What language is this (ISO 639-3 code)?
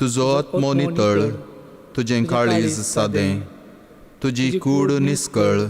kok